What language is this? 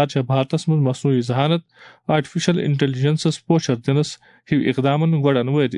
Kashmiri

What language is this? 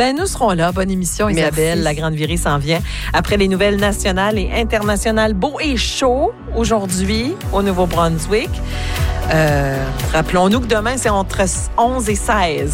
French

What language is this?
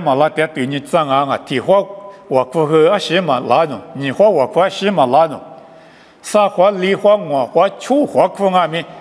Lisu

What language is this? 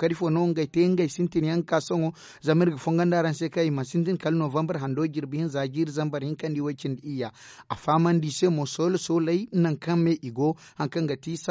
Zarma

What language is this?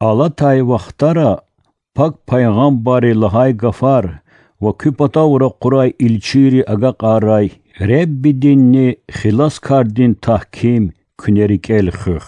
Lezghian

